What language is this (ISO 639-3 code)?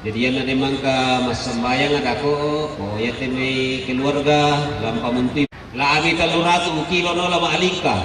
sda